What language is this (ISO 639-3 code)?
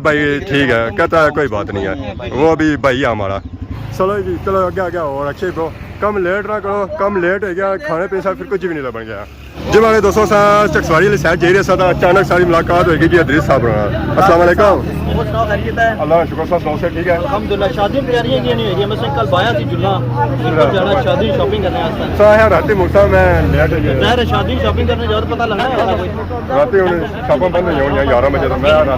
phr